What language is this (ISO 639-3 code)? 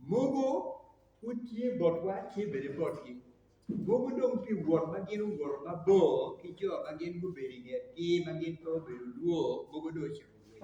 ach